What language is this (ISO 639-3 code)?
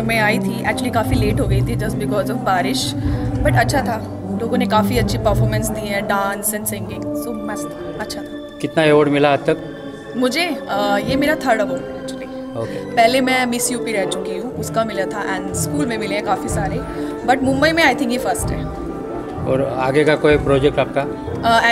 hin